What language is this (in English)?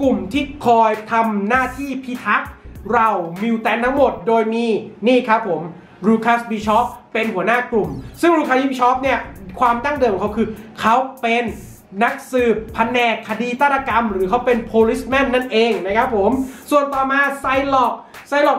Thai